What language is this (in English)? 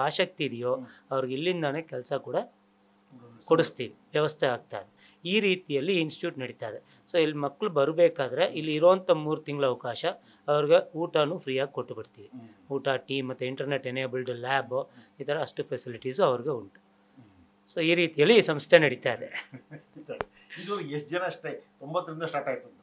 Kannada